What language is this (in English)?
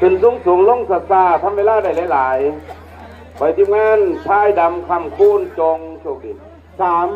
Northeastern Thai